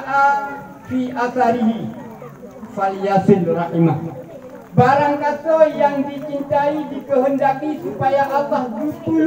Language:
Achinese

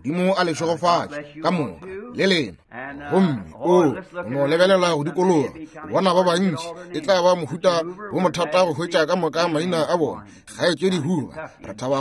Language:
Northern Sotho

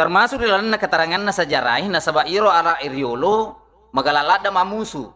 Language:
Buginese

